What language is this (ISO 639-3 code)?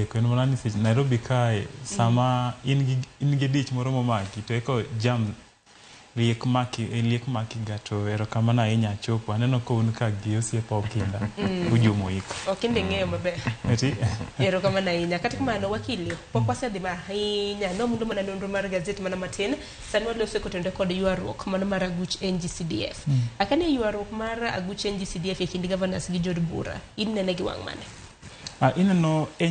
luo